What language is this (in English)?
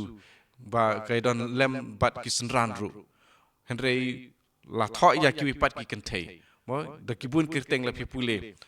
Khasi